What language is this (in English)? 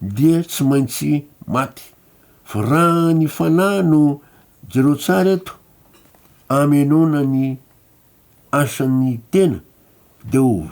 Malagasy